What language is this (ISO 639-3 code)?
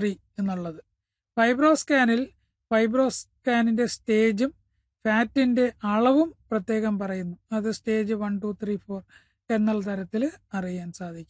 mal